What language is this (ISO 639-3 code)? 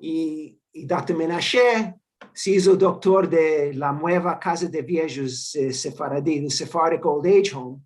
lad